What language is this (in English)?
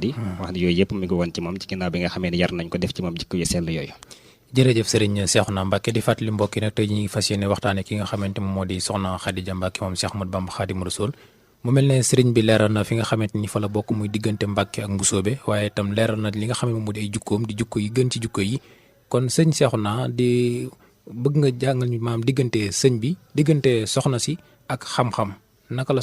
Wolof